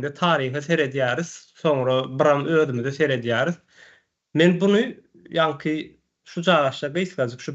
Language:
Turkmen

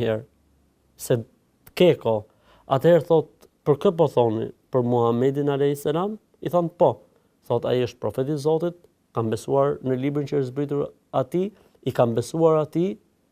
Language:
Albanian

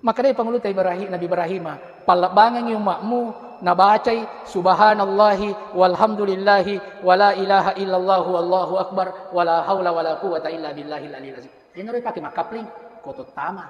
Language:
Buginese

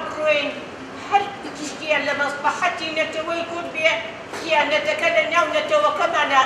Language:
Central Kurdish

